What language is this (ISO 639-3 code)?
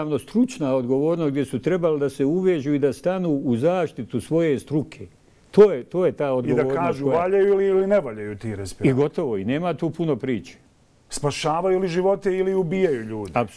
bos